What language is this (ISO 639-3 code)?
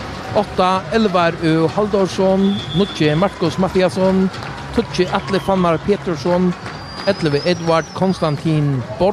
fao